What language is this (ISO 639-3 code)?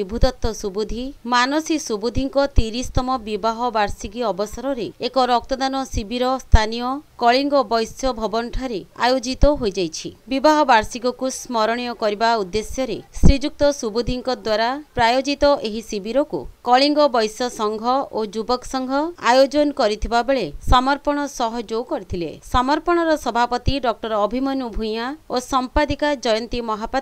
ori